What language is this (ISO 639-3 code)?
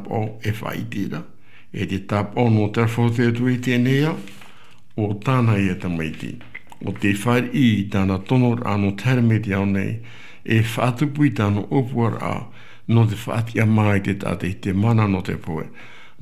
tah